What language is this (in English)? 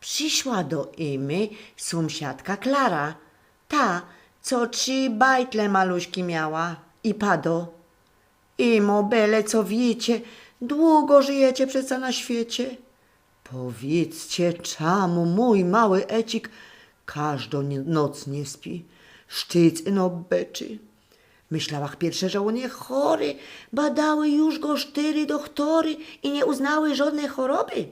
Silesian